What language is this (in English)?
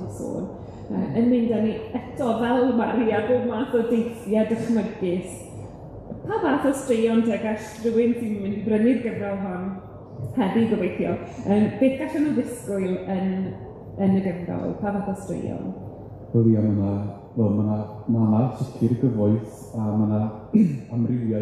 Welsh